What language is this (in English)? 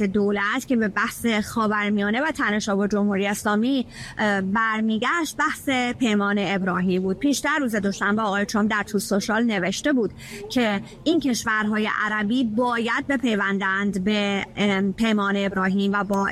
Persian